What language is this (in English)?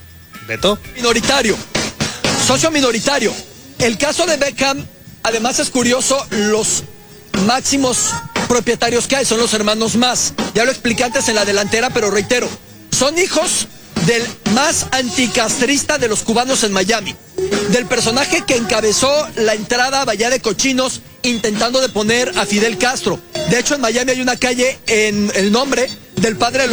Spanish